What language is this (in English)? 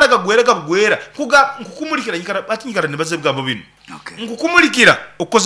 Nyankole